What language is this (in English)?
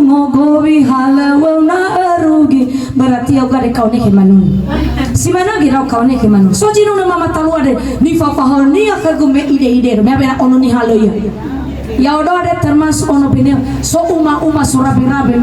Nias